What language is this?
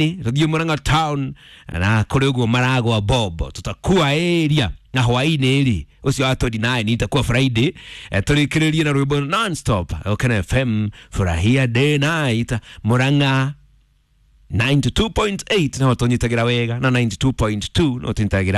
Kikuyu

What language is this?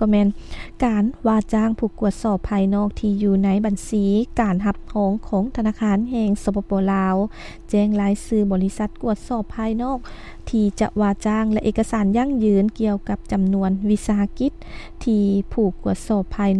Lao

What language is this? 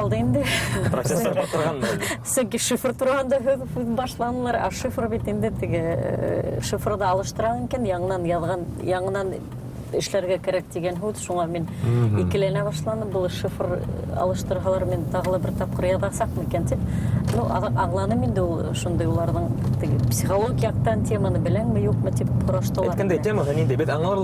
Bashkir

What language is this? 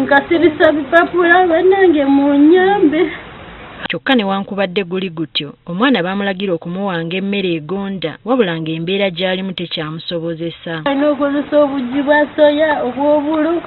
Ganda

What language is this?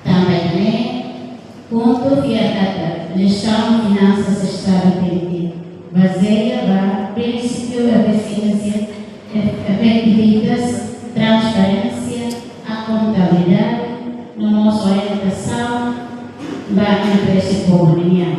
Tetum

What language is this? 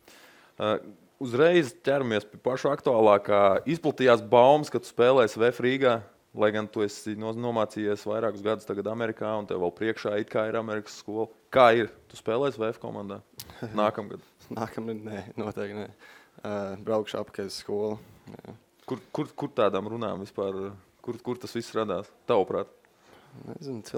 Latvian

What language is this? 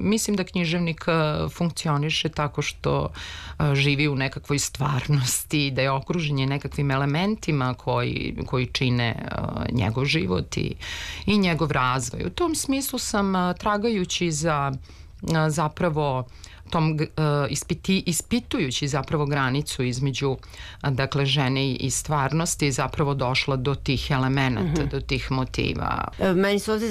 Serbian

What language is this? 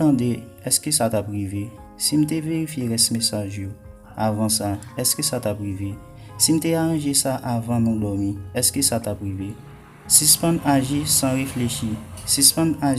Haitian Creole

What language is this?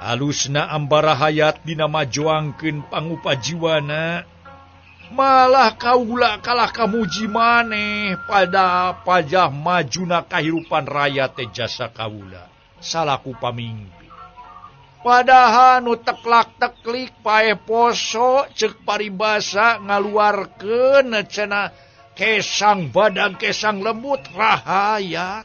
Sundanese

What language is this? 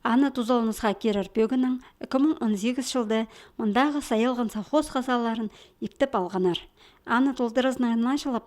Khakas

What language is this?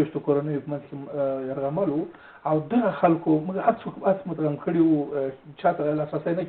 Pashto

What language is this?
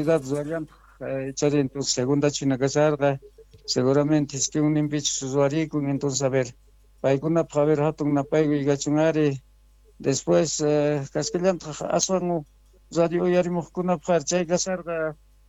South Bolivian Quechua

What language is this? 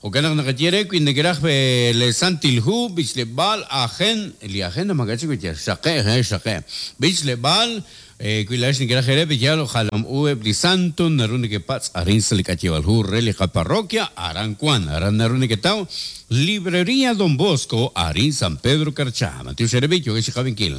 Kekchí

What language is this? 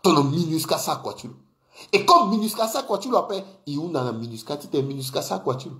Sango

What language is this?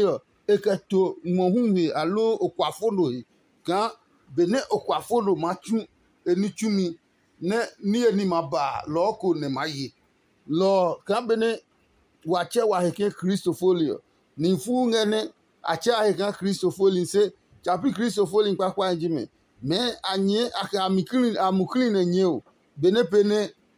Adangme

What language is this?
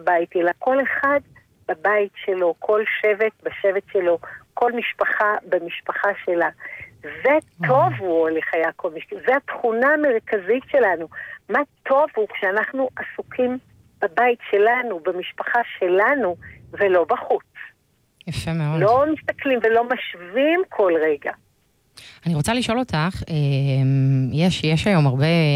Hebrew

